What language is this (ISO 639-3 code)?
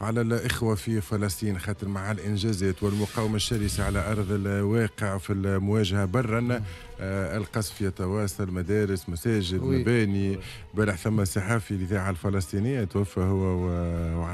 aeb